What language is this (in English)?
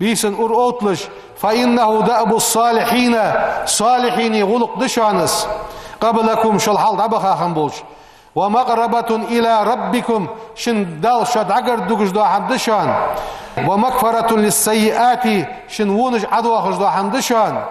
Ingush